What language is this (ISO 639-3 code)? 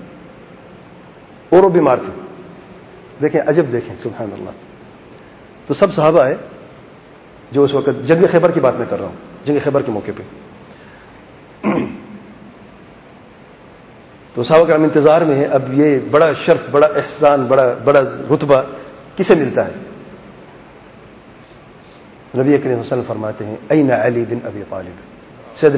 urd